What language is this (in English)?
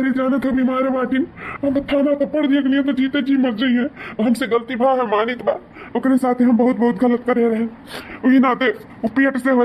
Awadhi